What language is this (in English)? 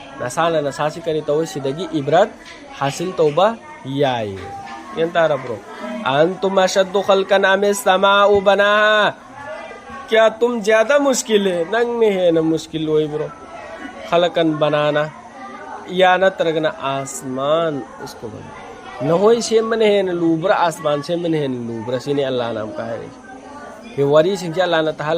Manipuri